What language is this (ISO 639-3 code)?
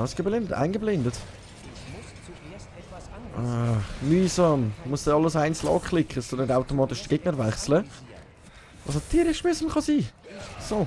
gsw